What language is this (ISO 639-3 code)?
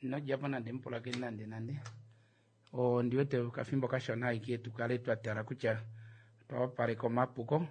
kua